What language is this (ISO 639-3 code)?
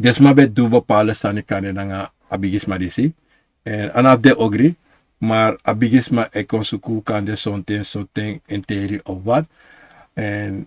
srn